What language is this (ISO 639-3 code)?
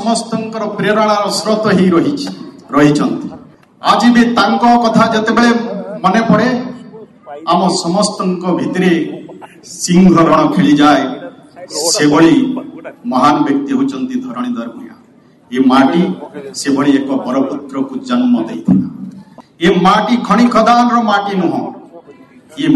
ori